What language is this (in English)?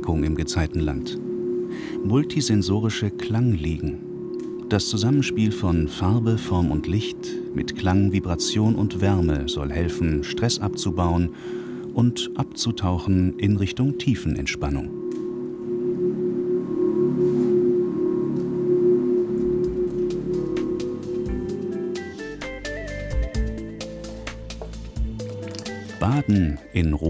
German